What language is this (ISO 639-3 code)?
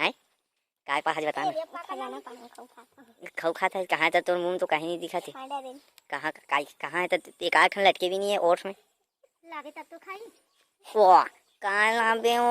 hne